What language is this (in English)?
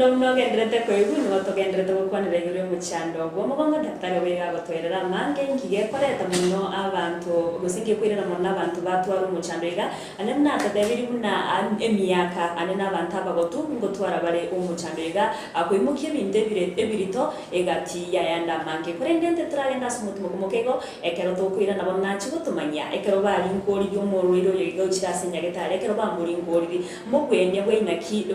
Gusii